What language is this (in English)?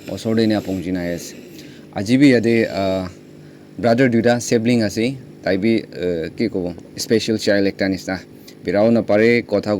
Naga Pidgin